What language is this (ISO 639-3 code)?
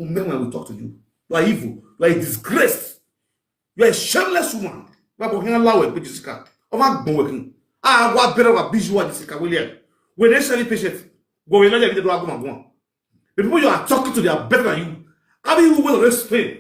pcm